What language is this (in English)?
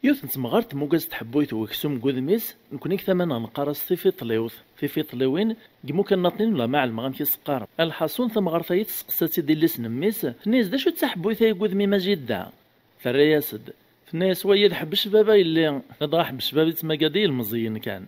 Kabyle